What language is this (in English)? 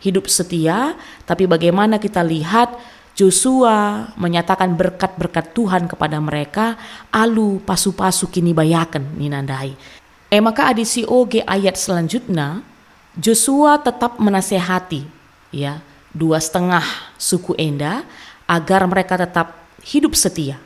Batak Karo